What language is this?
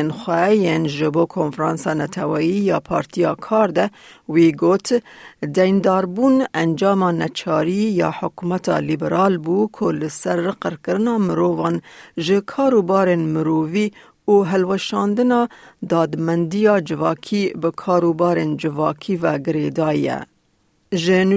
Kurdish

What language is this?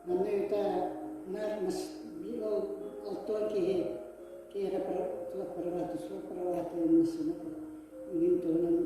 Yakut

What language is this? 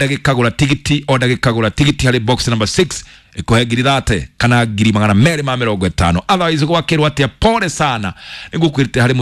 Kikuyu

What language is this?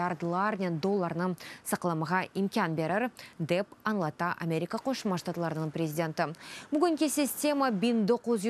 Crimean Tatar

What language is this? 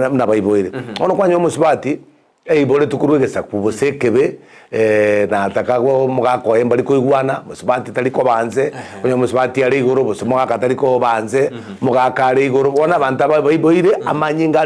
Gusii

